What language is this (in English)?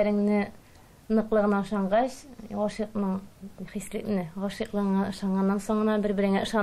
Tatar